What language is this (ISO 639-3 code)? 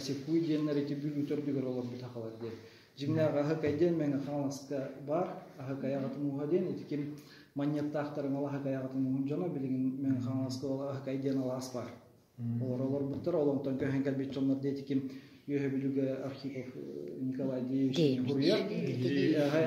sah